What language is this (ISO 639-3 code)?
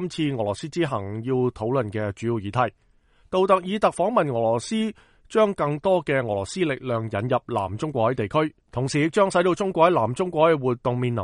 yue